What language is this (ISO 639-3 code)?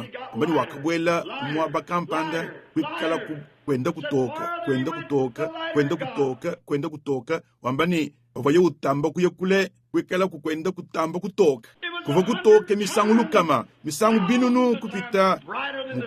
lua